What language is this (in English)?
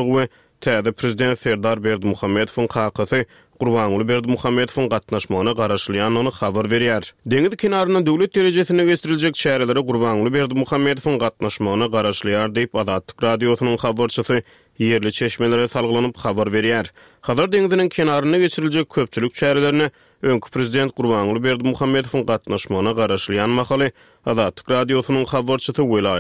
Turkmen